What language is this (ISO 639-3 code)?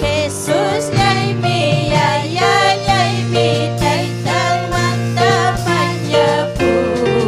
quy